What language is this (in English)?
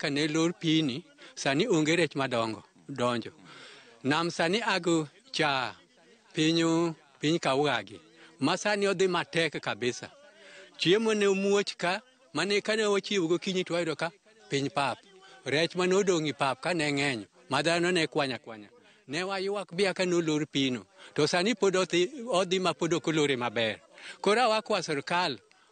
Luo (Kenya and Tanzania)